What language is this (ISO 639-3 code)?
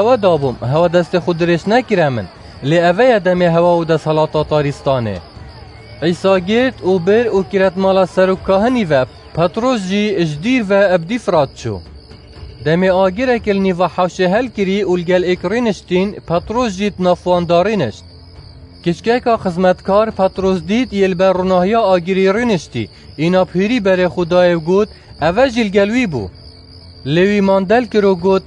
kur